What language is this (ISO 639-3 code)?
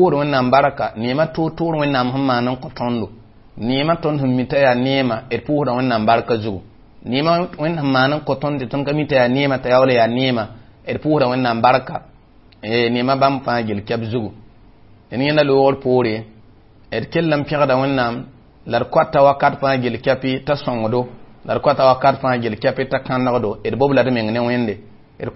mos